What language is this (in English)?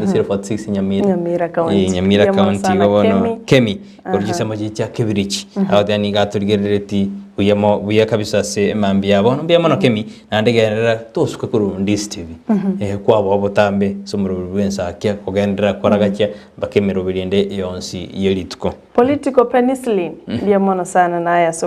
Gusii